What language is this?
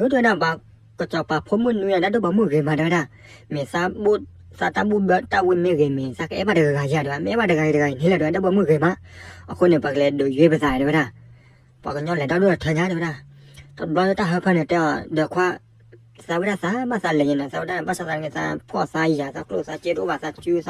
S'gaw Karen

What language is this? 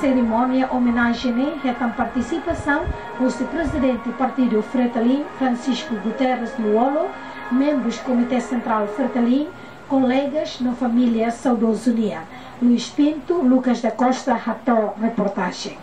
Tetum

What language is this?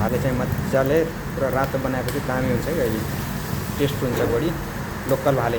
Nepali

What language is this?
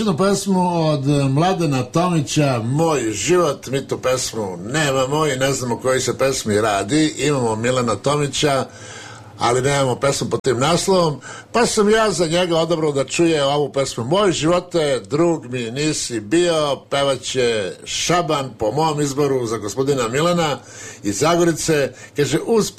Serbian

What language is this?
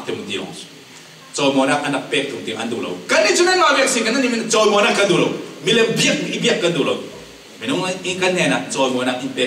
Falam Chin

